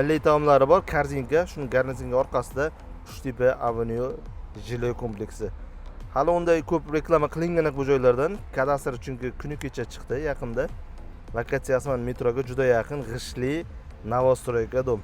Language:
Uzbek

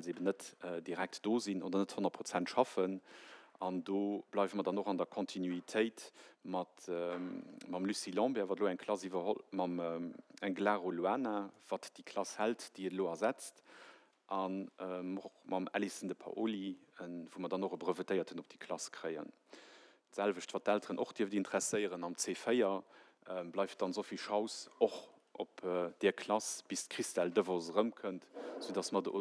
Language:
Luxembourgish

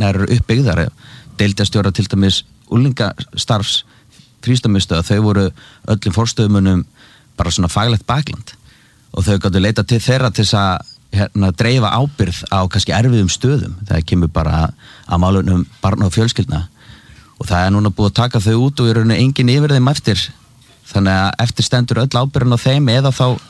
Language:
Icelandic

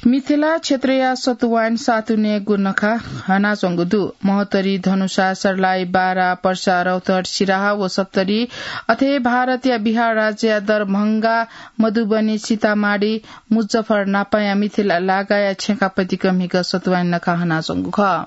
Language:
Newari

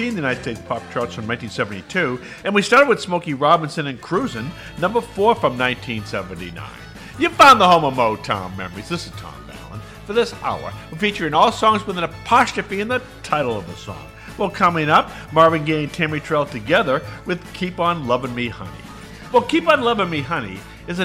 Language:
English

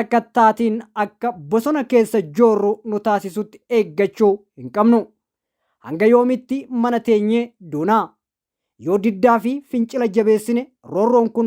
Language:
Oromo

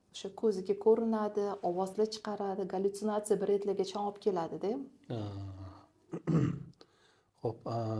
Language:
Uzbek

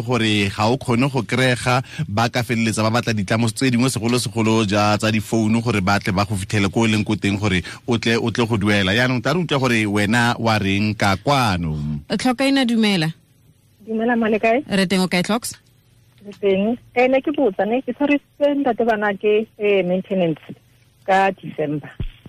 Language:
Tswana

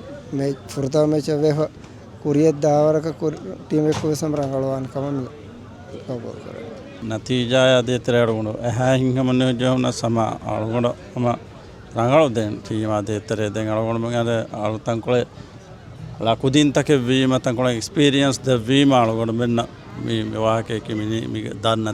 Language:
Divehi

